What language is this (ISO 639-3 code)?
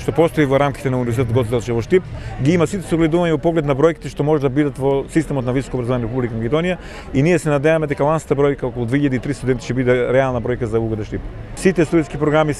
mkd